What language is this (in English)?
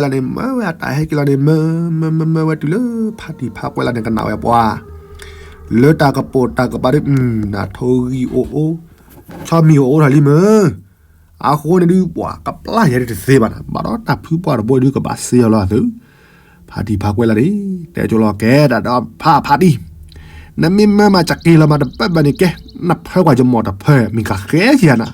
S'gaw Karen